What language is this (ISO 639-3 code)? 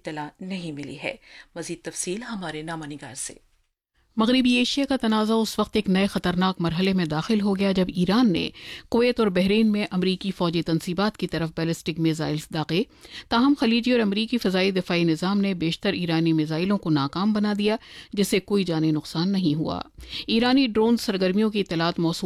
urd